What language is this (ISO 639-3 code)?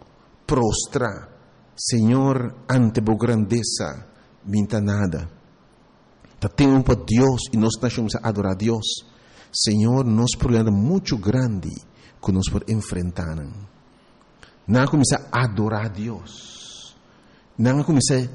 pap